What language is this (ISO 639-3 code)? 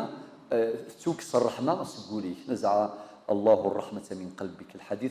kab